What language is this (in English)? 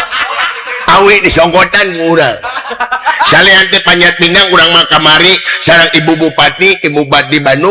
Sundanese